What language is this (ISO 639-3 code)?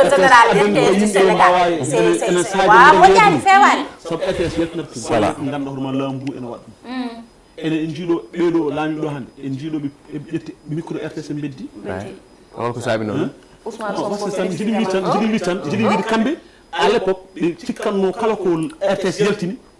ful